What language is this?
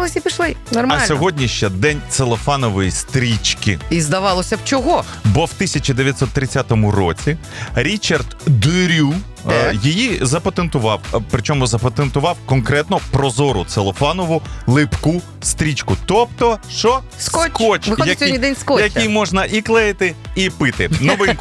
Ukrainian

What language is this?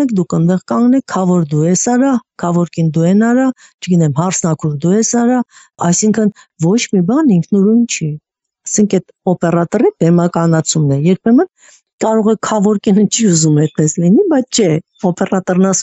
Armenian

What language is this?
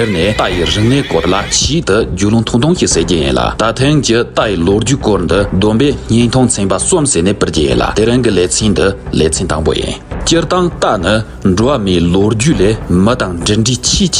Tibetan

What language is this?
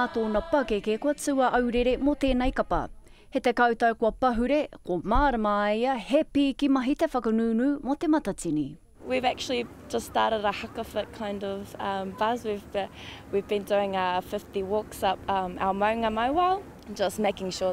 Māori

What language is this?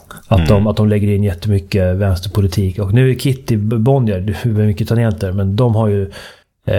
Swedish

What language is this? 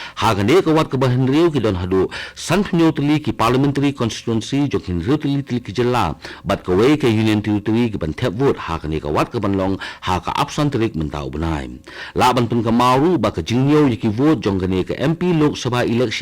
Khasi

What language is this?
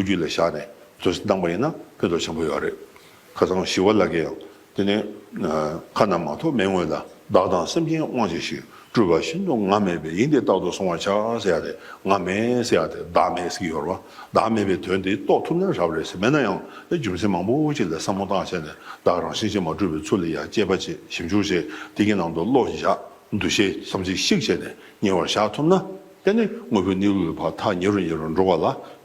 Tibetan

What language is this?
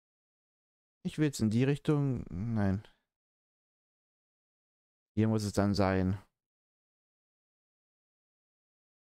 German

